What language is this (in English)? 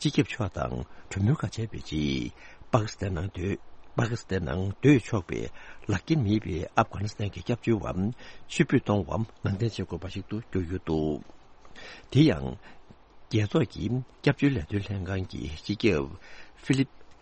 Tibetan